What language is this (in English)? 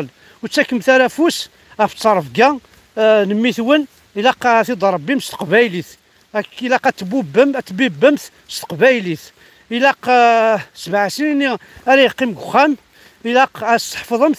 Kabyle